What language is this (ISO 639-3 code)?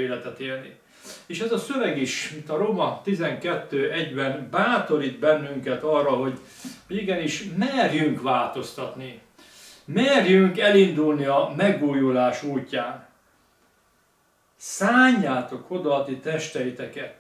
hun